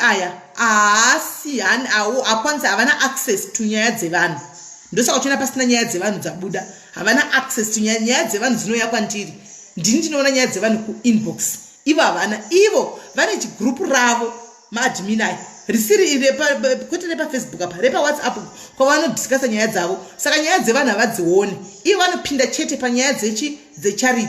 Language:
Shona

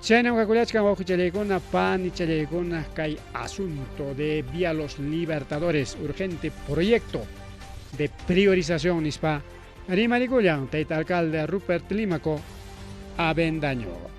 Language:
Ayacucho Quechua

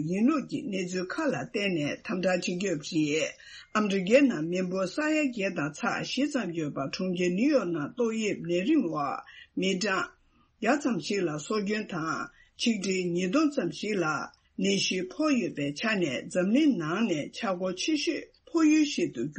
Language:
Tibetan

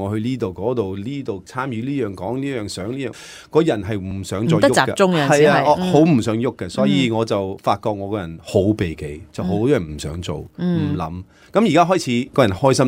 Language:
Cantonese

